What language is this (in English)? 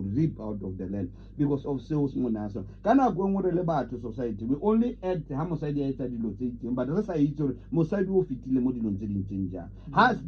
Tswana